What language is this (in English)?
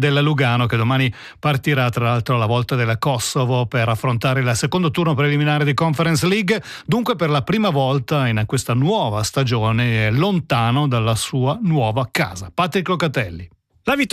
Italian